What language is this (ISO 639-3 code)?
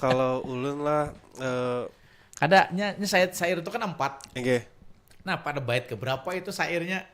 bjn